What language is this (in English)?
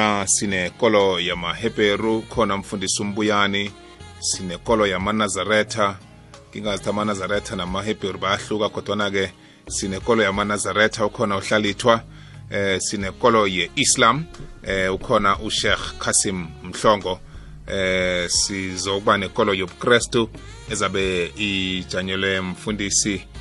South Ndebele